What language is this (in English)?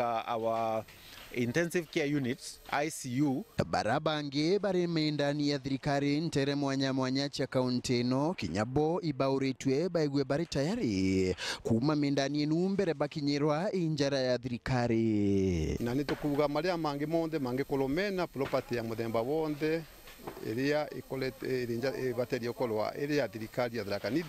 Meru